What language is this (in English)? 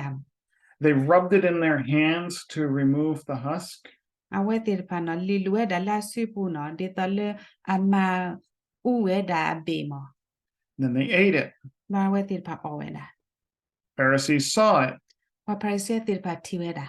S'gaw Karen